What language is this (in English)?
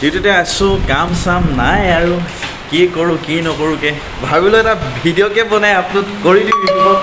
Assamese